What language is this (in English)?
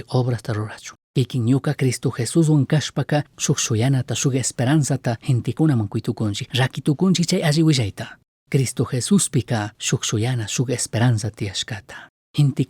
Chimborazo Highland Quichua